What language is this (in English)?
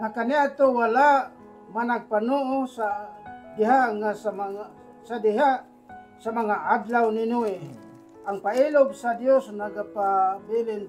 Cebuano